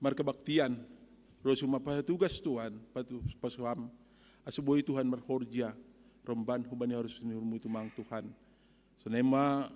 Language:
Batak Simalungun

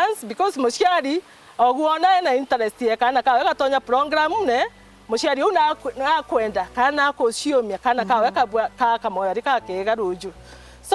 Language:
Meru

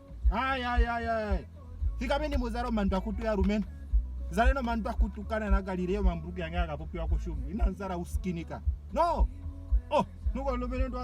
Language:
Ndonga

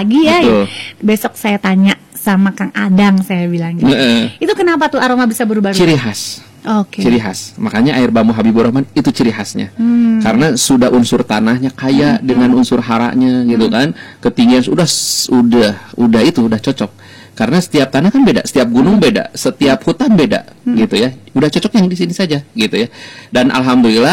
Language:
Indonesian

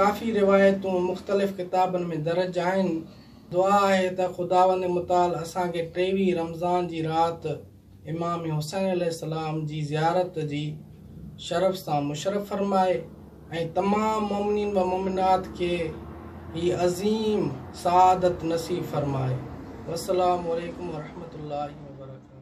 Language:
Sindhi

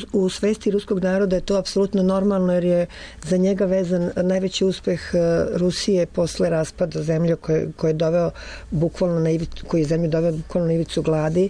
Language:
Serbian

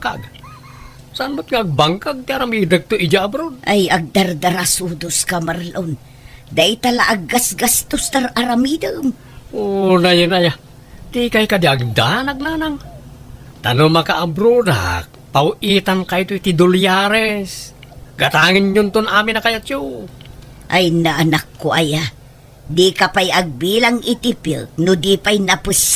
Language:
Iloko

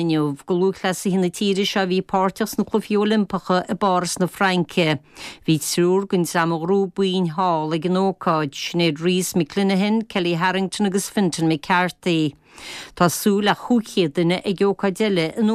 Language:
Irish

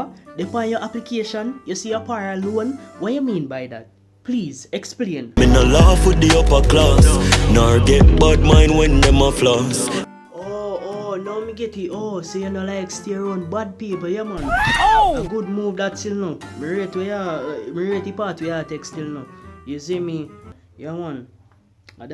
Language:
Jamaican Creole English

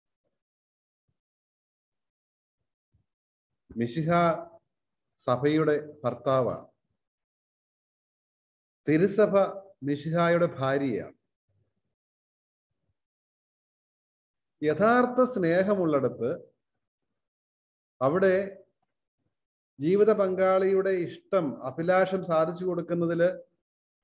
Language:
Malayalam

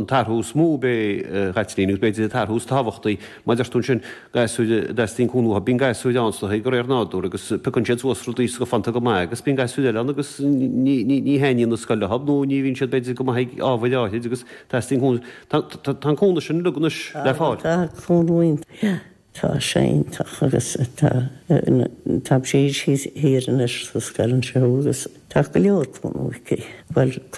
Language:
Irish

